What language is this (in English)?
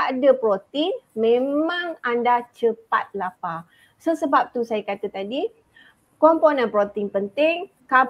Malay